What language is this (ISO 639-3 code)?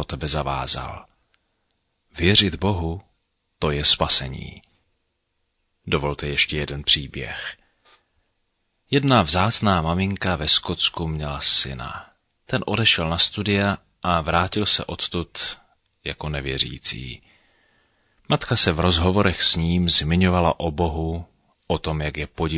ces